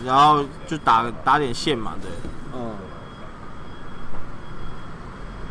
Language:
Chinese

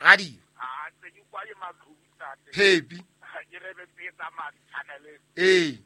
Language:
Southern Sotho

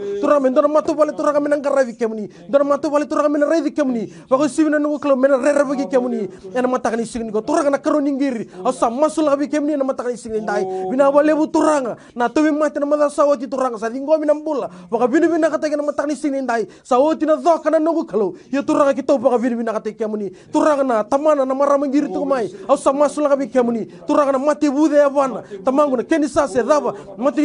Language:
Fijian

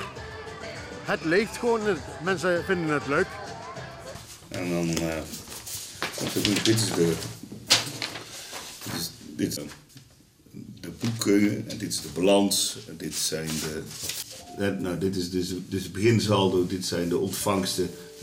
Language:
Dutch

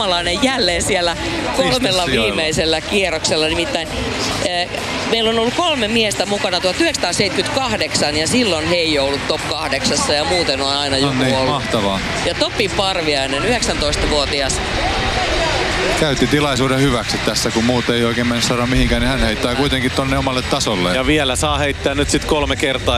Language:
Finnish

